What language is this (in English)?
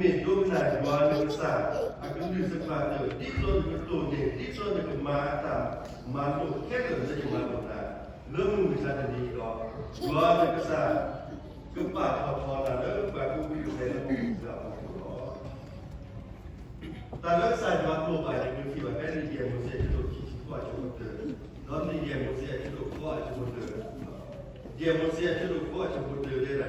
S'gaw Karen